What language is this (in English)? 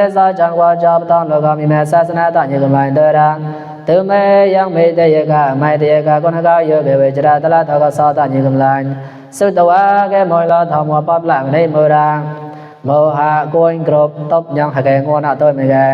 Mon